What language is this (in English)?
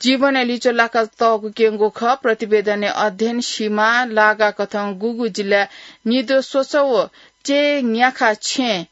Newari